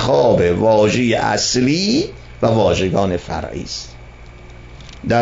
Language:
Persian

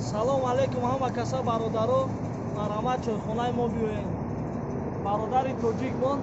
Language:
Tajik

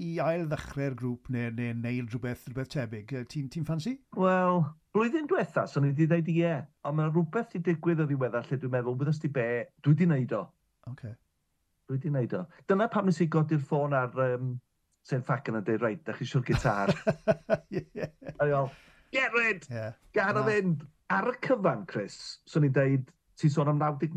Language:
Welsh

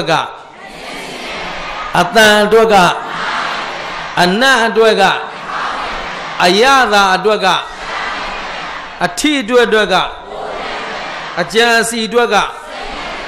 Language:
Burmese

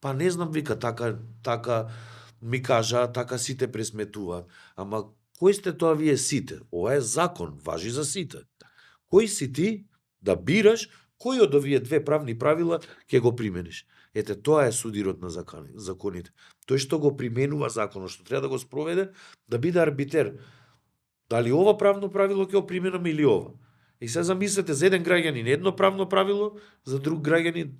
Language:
Macedonian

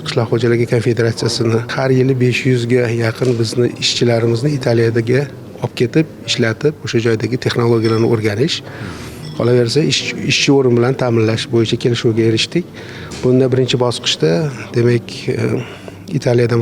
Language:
Uzbek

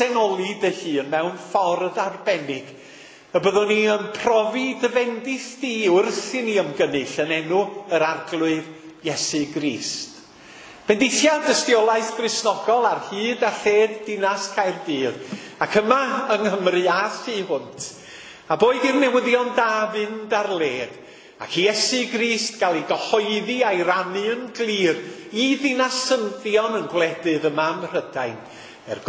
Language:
Welsh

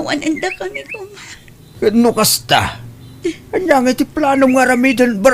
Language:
Iloko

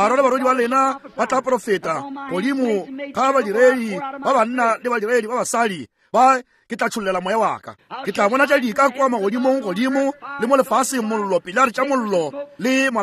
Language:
Northern Sotho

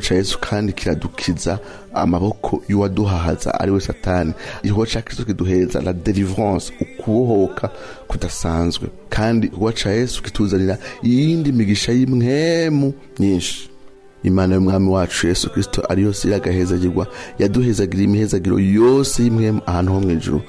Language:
Rundi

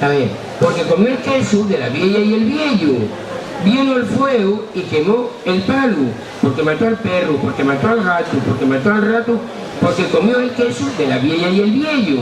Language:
Asturian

